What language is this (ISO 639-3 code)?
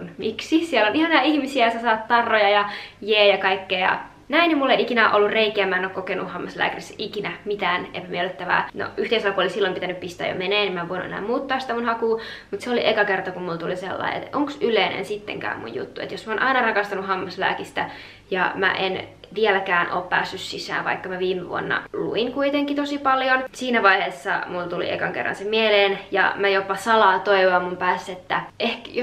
fin